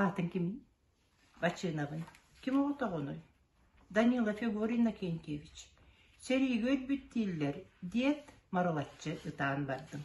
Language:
Yakut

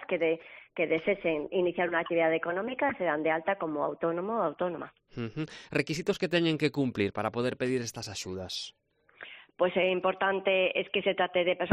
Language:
Galician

